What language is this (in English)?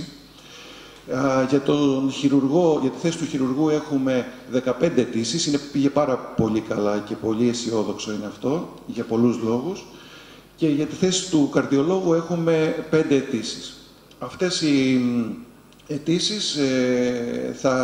Greek